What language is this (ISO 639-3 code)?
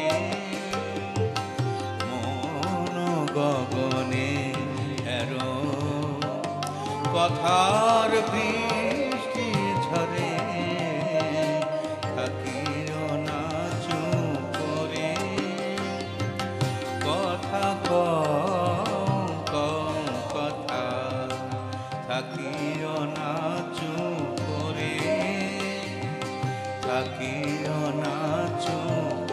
ben